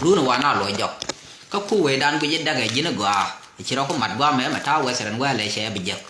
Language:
Nuer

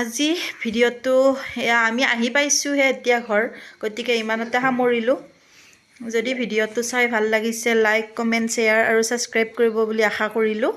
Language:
Assamese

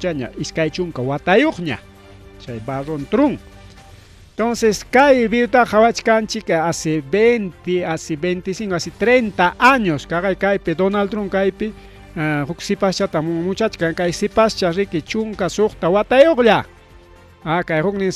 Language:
Ayacucho Quechua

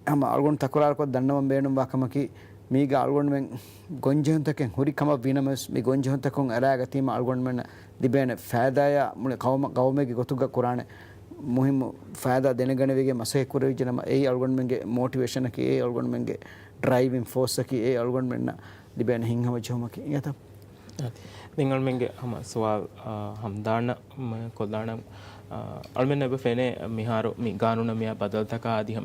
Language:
Divehi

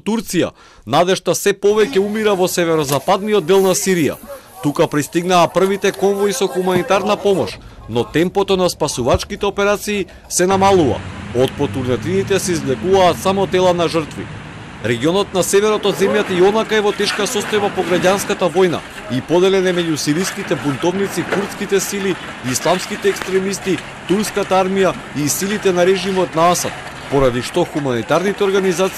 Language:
Macedonian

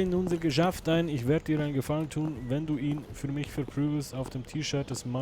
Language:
Swiss German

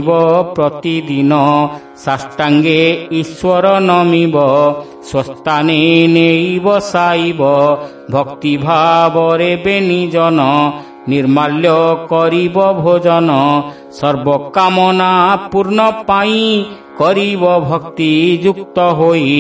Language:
Odia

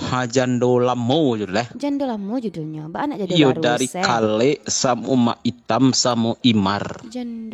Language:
Minangkabau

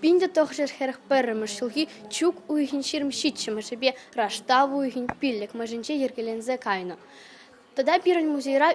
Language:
Chuvash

